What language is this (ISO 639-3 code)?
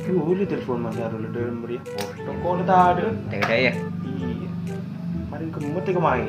mad